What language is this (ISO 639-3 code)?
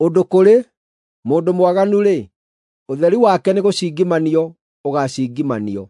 kik